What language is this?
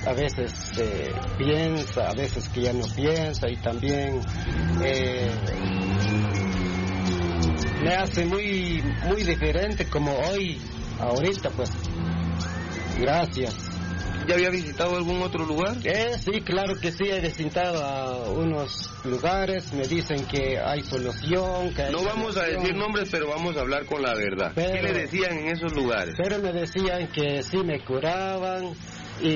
Spanish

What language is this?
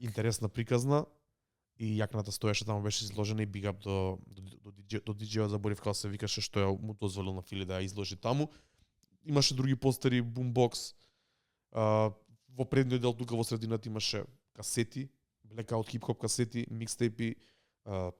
Macedonian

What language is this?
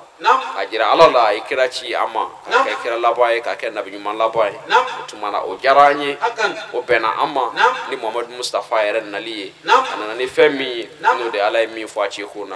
Bambara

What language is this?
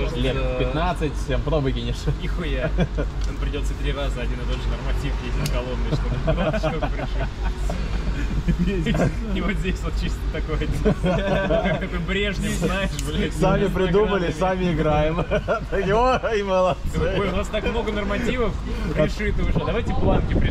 Russian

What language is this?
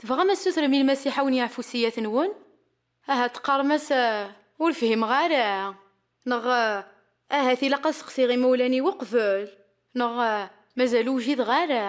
Kabyle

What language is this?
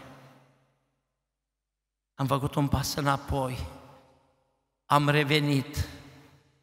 Romanian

